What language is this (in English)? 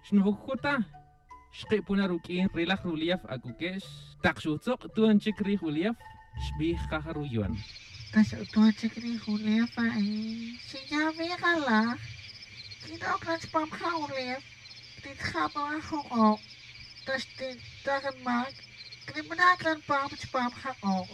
Tz'utujil